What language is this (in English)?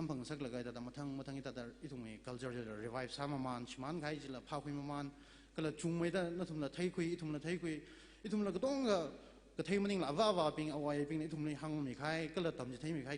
Tangkhul Naga (India)